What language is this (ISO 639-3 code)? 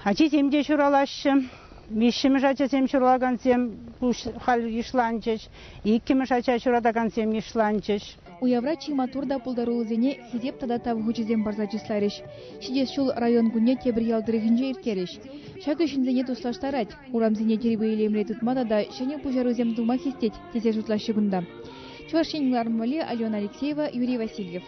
chv